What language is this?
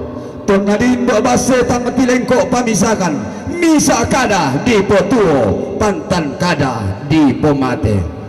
Toraja-Sa'dan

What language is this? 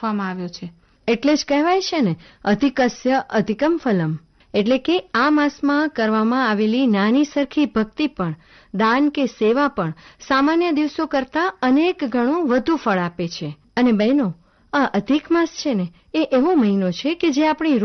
Gujarati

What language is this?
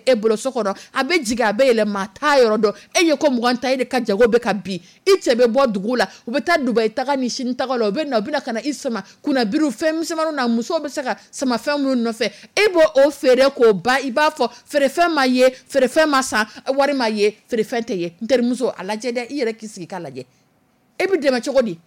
Dyula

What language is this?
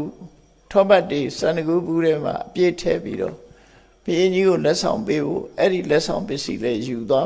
Burmese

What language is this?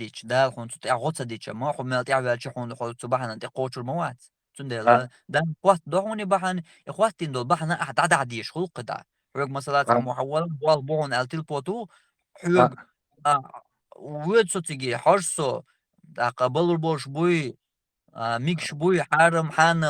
Chechen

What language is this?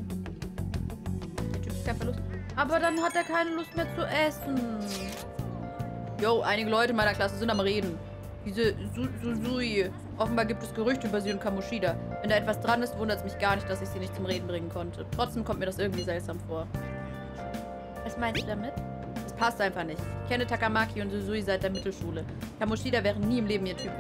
German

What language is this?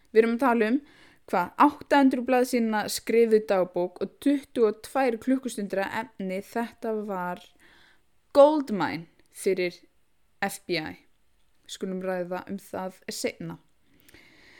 Icelandic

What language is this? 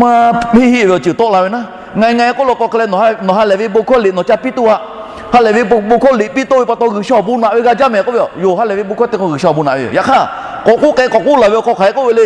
Lahu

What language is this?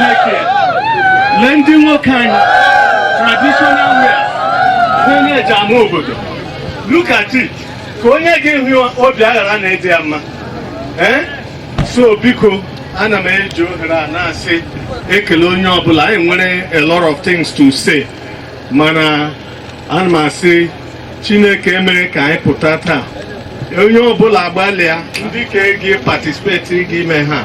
Igbo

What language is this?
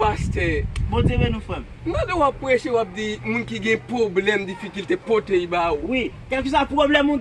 Haitian Creole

